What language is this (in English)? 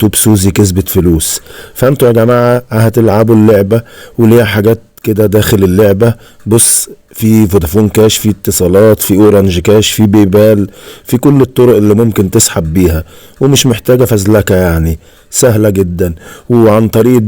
Egyptian Arabic